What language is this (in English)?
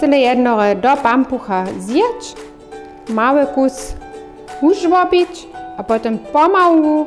Upper Sorbian